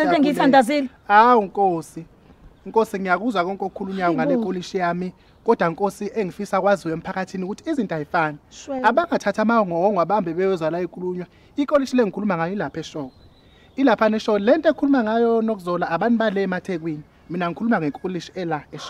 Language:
Zulu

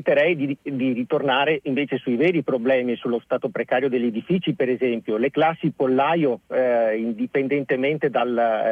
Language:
Italian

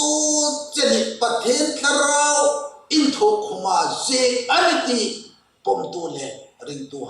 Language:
Hmar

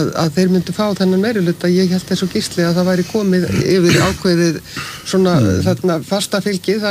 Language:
Icelandic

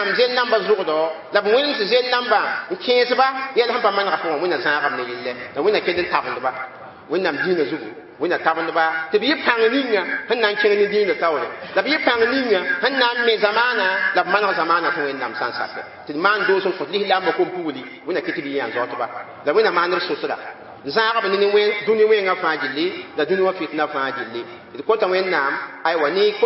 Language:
Mossi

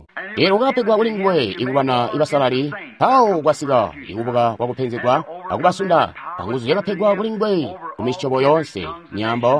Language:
Tonga (Zambia)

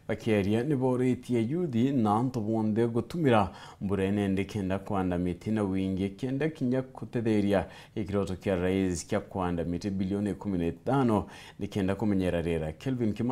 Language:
Meru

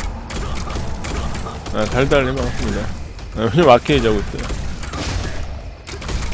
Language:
Korean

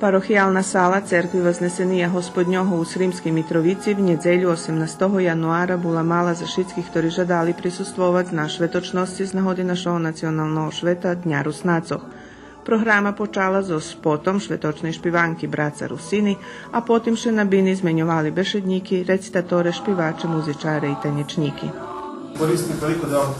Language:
Rusyn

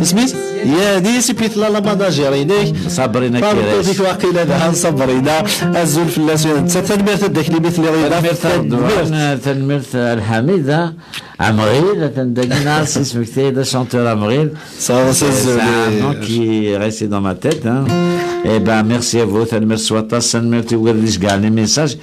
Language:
Kabyle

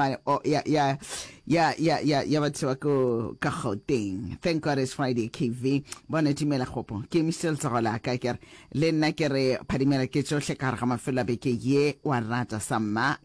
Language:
Northern Sotho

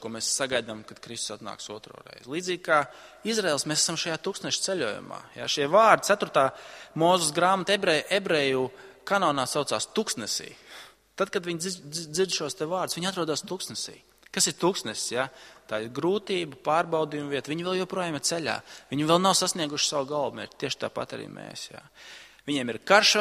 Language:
Latvian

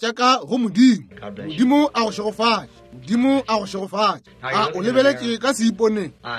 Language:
Northern Sotho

